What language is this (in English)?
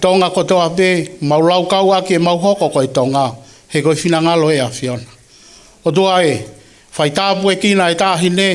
Tongan